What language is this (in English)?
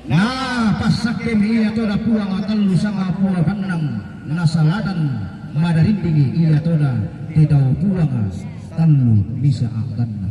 Toraja-Sa'dan